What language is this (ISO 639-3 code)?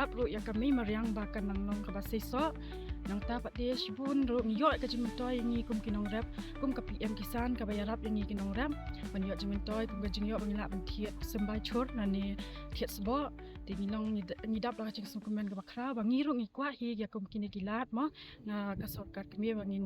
kha